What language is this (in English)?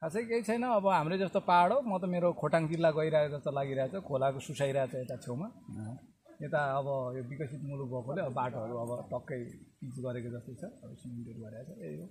Nepali